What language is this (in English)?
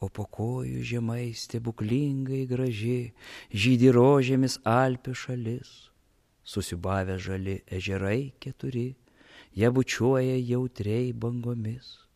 Lithuanian